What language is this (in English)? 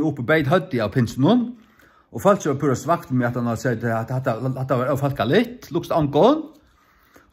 Faroese